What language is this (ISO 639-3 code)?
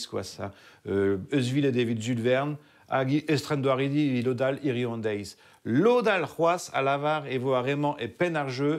bre